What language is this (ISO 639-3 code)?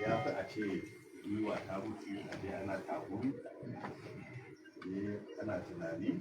hau